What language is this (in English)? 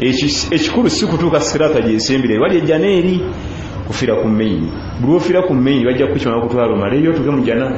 Ganda